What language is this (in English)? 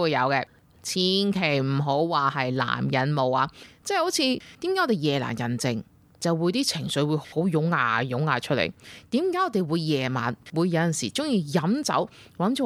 Cantonese